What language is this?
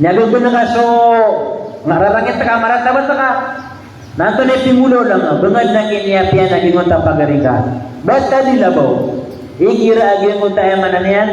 Maranao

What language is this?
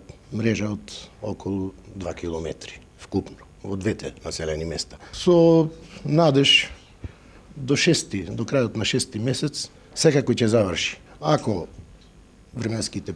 Macedonian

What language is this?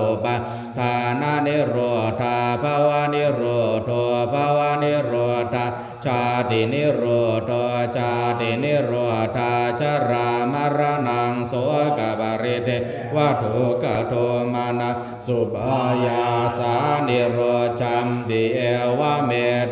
Pali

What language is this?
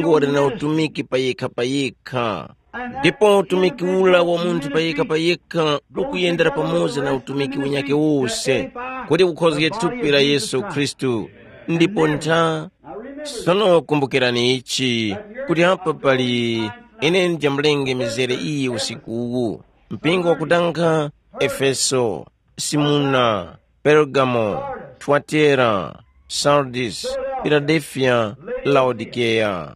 Tumbuka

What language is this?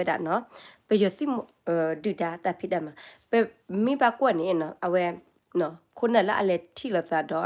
S'gaw Karen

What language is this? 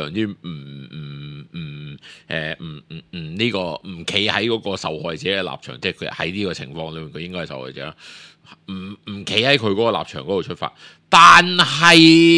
Cantonese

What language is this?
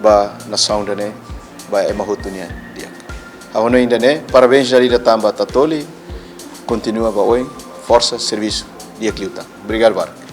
Tetum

